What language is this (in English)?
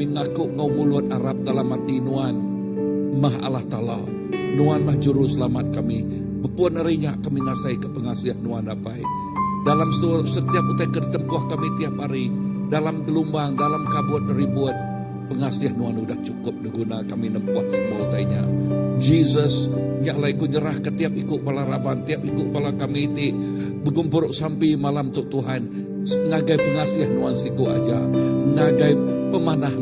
Iban